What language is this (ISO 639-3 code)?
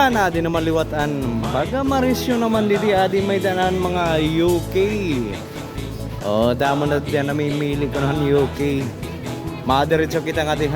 war